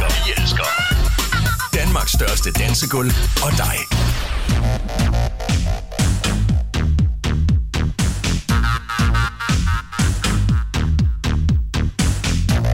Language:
Danish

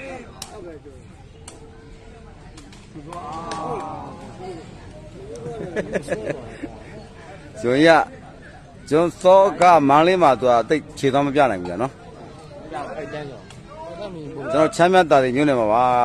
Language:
Burmese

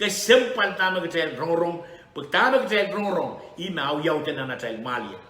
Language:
Pohnpeian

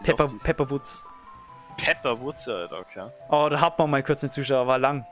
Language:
Bavarian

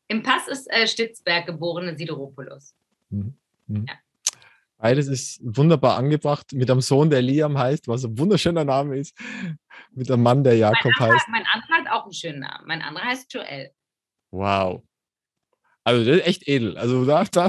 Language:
German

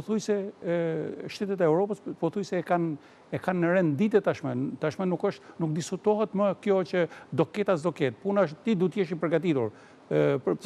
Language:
Albanian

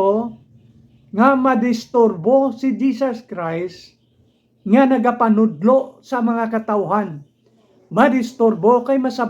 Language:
Hiligaynon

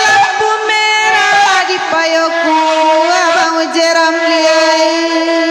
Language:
Minangkabau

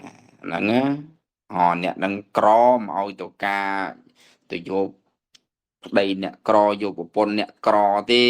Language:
Khmer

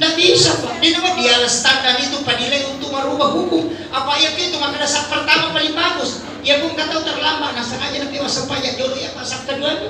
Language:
Buginese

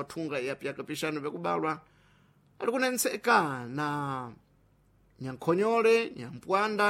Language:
Sena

